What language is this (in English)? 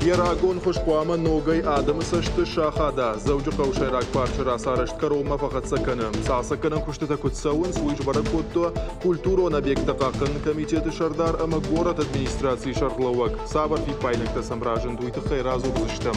Ossetic